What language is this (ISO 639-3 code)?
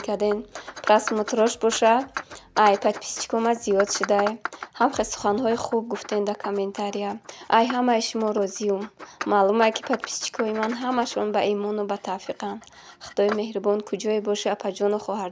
tgk